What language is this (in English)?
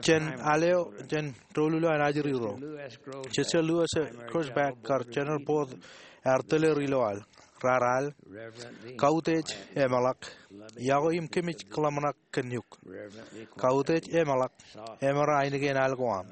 Marshallese